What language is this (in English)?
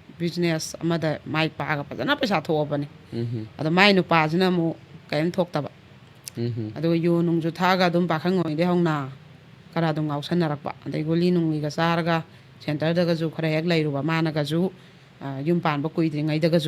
Manipuri